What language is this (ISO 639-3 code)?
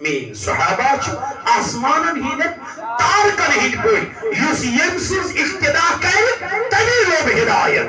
kas